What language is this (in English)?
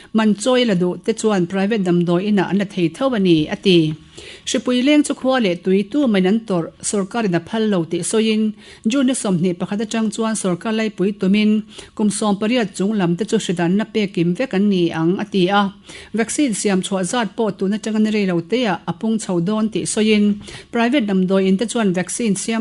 Mizo